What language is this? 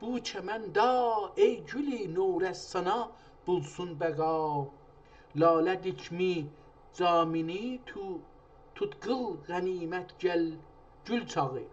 South Azerbaijani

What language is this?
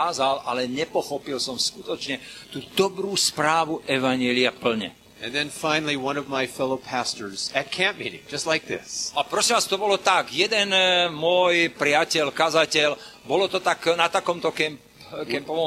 Slovak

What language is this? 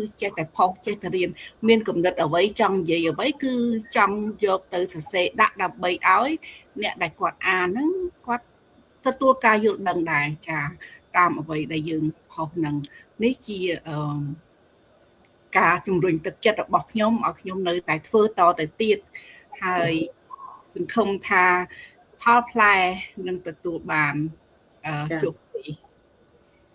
Khmer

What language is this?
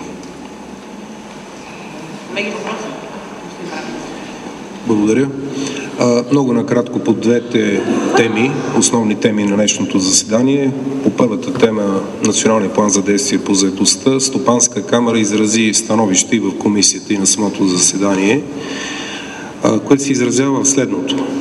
Bulgarian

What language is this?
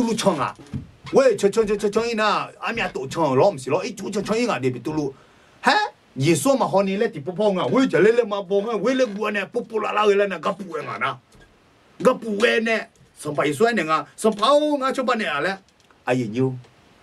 Akha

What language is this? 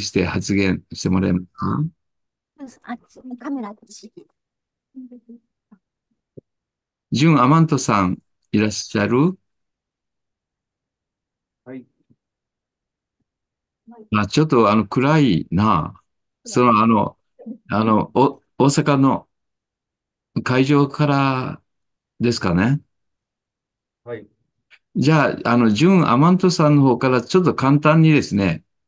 Japanese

